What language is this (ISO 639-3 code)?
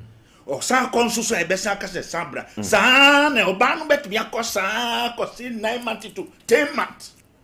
aka